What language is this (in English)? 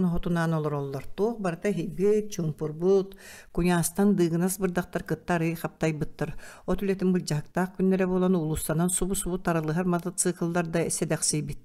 Yakut